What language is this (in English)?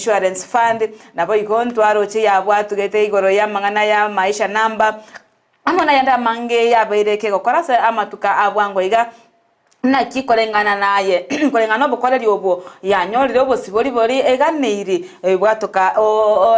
Gusii